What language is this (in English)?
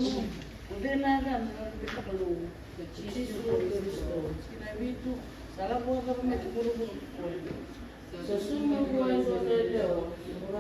Fijian